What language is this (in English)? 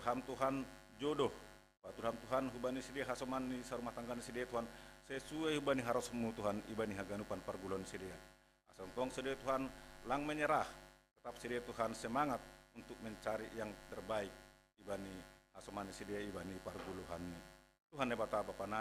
Batak Simalungun